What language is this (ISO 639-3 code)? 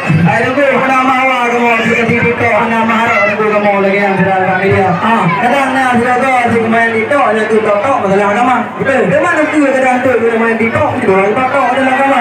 ace